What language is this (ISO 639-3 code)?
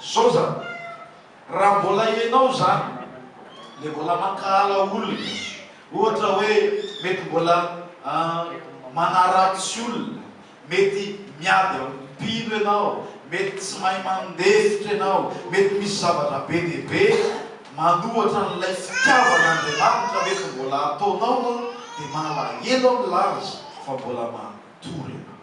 mlg